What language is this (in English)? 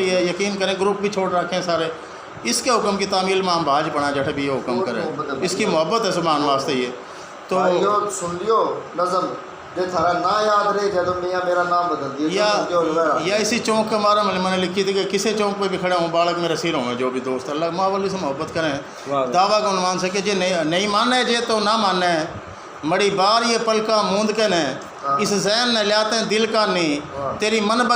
Haryanvi